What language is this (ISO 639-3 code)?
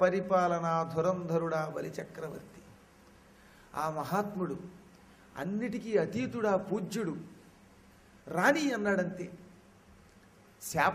tel